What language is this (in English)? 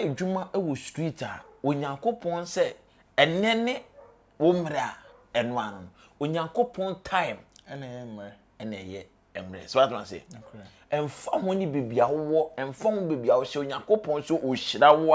Akan